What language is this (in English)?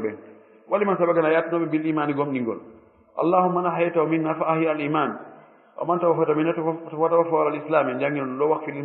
Fula